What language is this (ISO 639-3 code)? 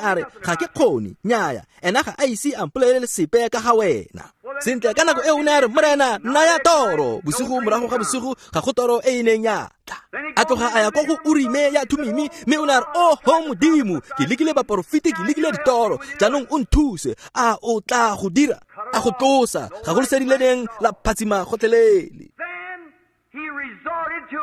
tsn